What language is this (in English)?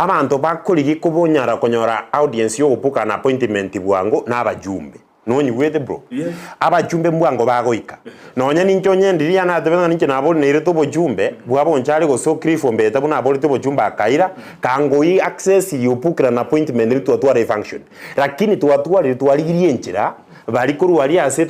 Gusii